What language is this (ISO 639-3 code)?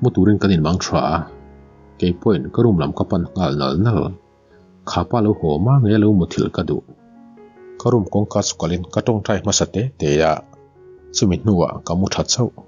lus